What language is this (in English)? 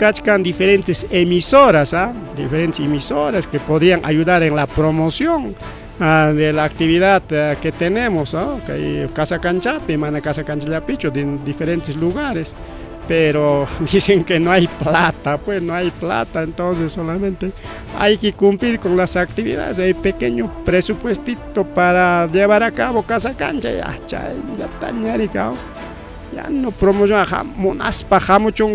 Ayacucho Quechua